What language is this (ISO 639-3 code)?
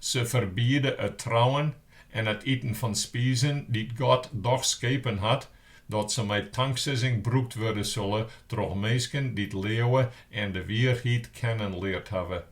fry